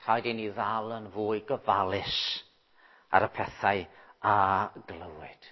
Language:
Welsh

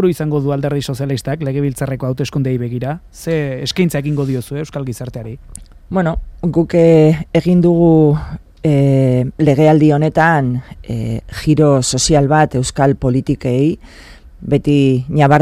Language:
Basque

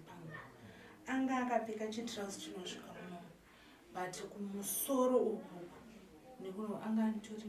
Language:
Shona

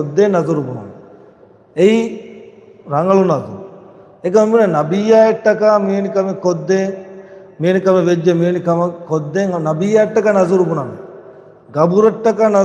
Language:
Divehi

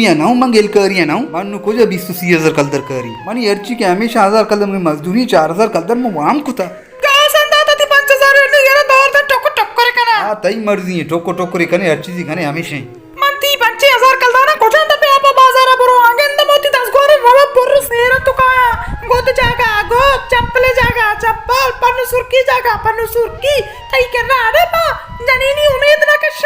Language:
Baluchi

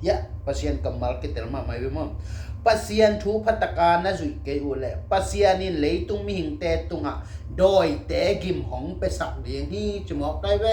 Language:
Tedim Chin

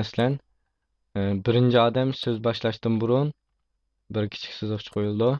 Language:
Uyghur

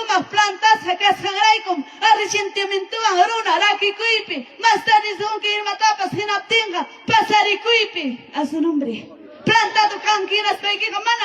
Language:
Ayacucho Quechua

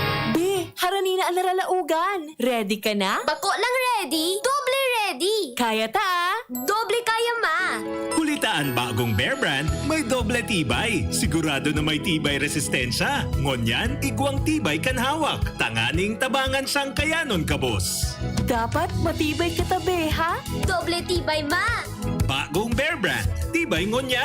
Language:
Bikol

